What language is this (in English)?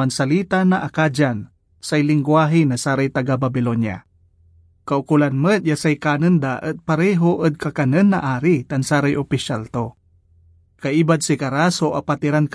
Pangasinan